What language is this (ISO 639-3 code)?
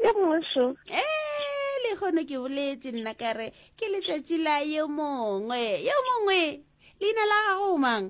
nso